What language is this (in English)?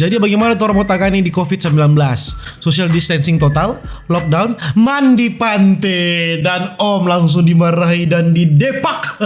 Manado Malay